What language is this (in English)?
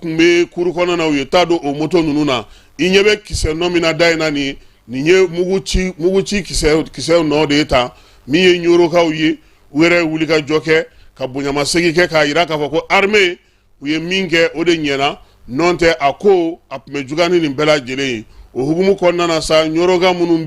Bambara